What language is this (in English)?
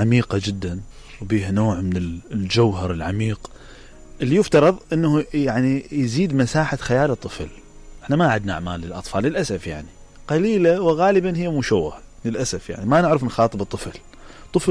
Mesopotamian Arabic